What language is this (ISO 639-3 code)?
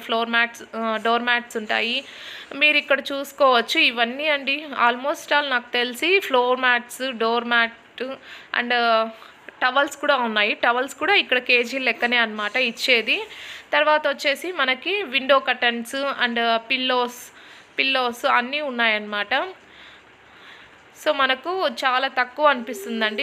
tel